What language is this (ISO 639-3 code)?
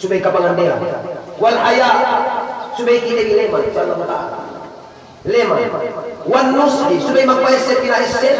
yka